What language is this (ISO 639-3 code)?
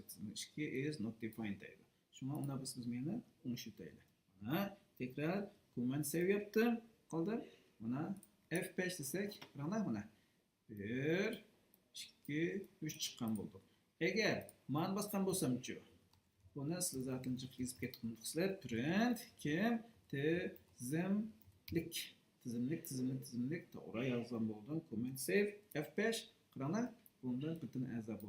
uig